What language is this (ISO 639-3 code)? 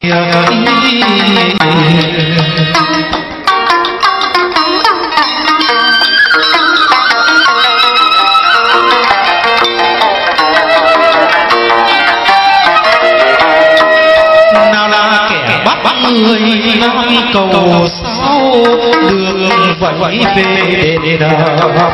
vie